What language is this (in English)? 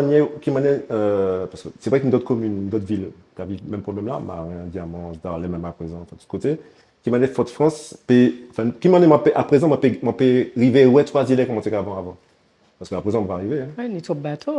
Guadeloupean Creole French